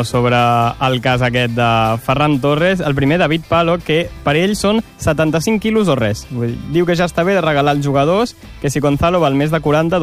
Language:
Catalan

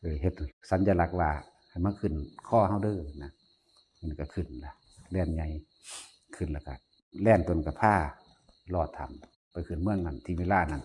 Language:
Northeastern Thai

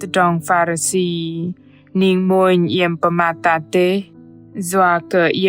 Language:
Bahnar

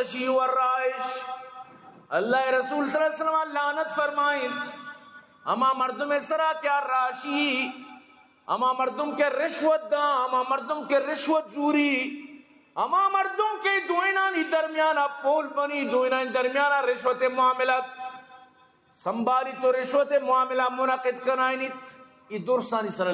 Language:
Eastern Balochi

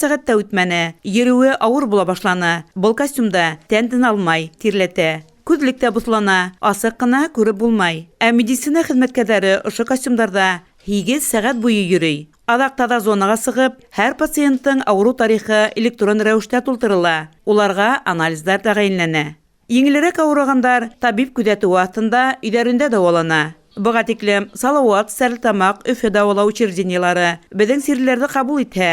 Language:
Bashkir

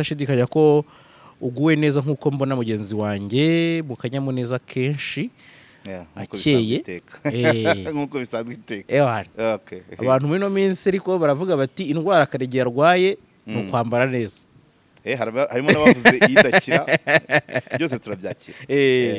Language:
Kinyarwanda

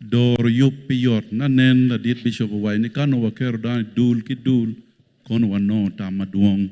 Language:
Acoli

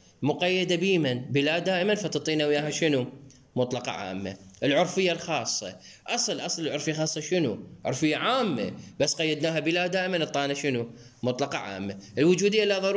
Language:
Mesopotamian Arabic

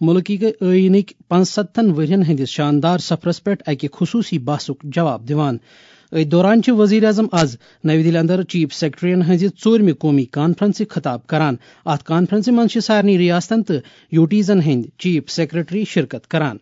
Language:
Kashmiri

